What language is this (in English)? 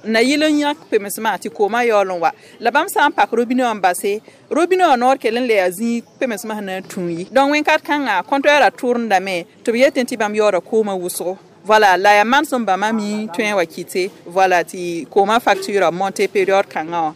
Mossi